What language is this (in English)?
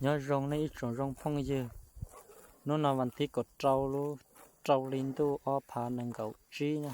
Hmong